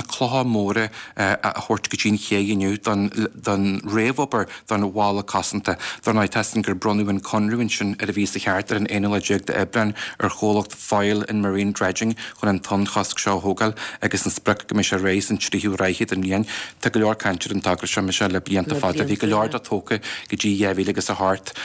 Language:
Irish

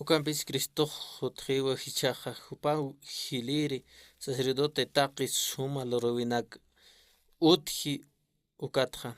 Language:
Aymara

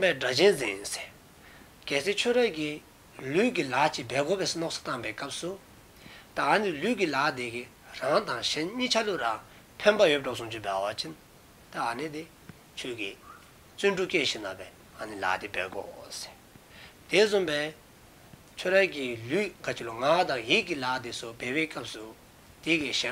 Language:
Dzongkha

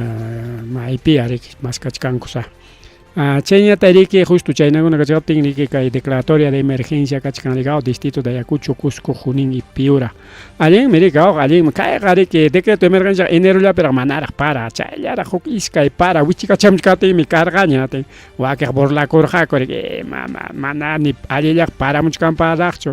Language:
Ayacucho Quechua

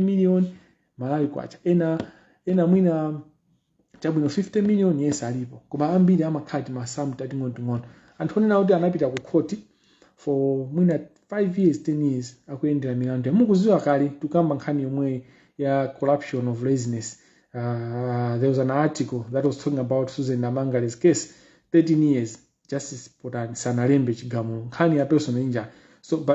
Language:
Nyanja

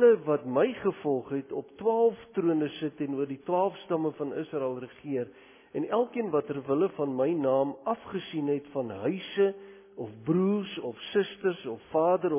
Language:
Afrikaans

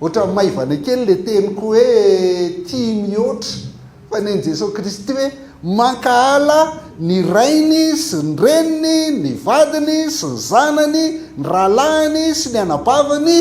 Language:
Malagasy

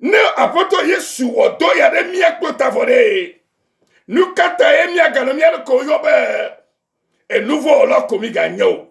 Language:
Ewe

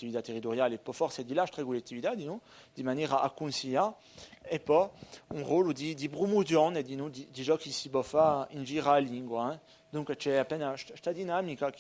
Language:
Corsican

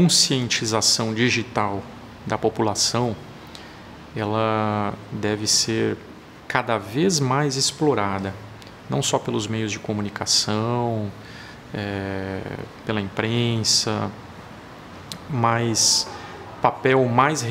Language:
Portuguese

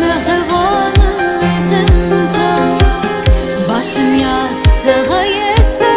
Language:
Turkmen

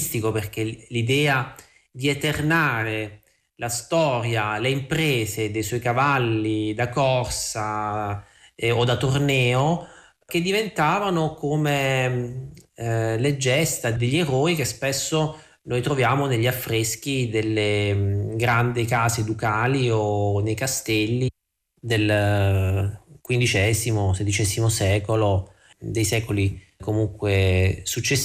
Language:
Italian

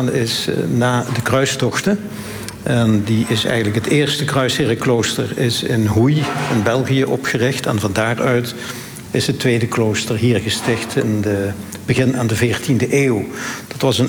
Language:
Dutch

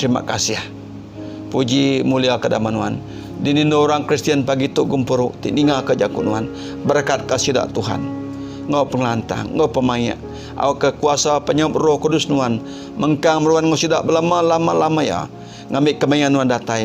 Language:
Iban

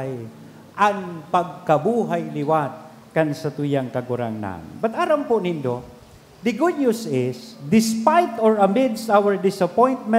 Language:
Bikol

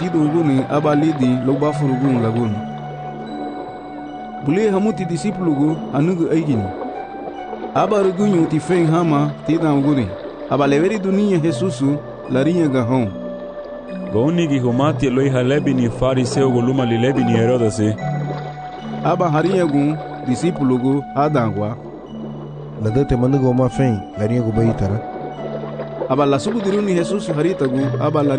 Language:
Garifuna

